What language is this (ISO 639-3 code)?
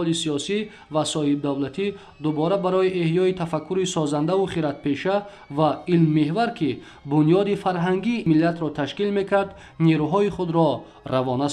tgk